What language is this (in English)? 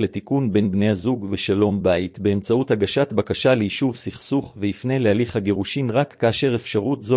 Hebrew